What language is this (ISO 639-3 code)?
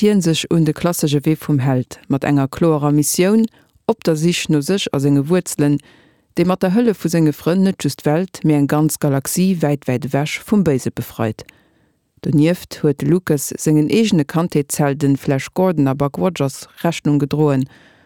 ltz